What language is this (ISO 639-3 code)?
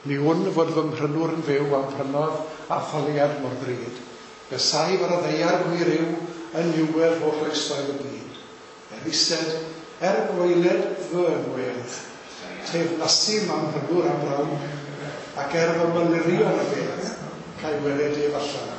cym